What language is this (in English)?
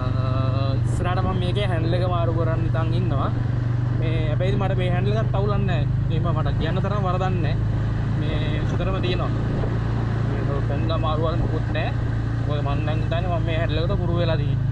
Sinhala